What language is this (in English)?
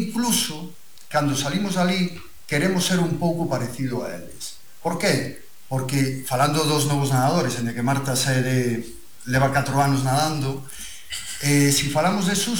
Galician